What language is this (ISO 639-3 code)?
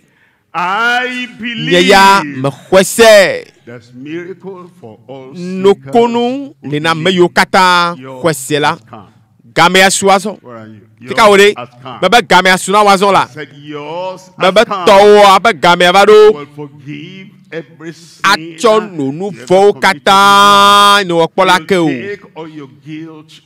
ewe